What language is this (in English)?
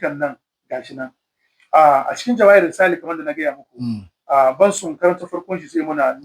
Hausa